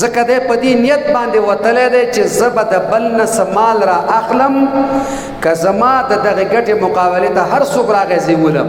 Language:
Pashto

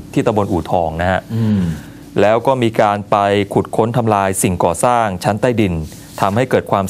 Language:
Thai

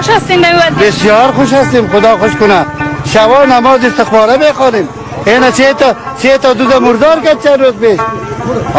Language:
Persian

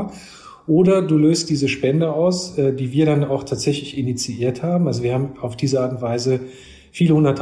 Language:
German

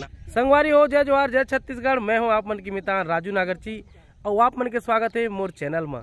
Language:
Chhattisgarhi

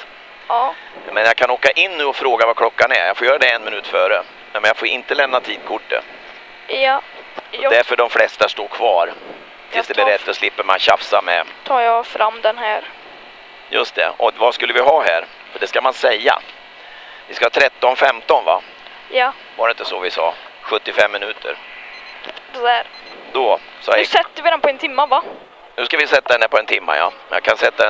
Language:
Swedish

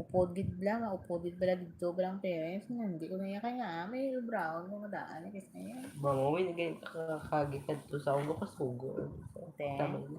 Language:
Hiligaynon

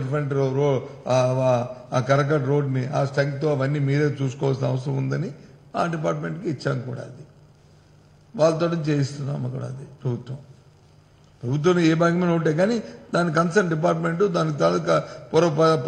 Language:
Telugu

